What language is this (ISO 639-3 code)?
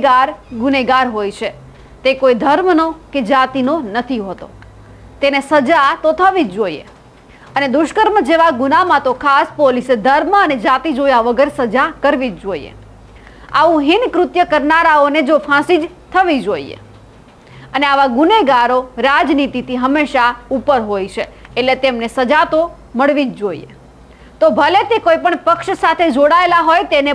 guj